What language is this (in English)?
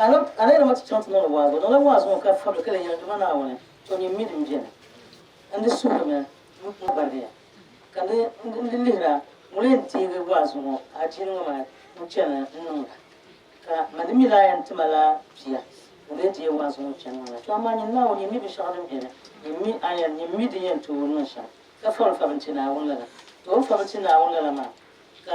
Dagbani